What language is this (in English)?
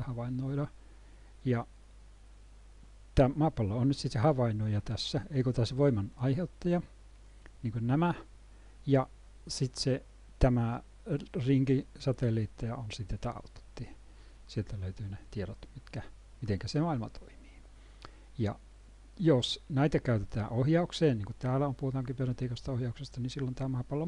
Finnish